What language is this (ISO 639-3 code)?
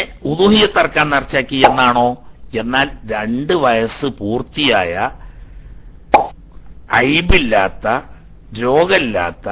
mal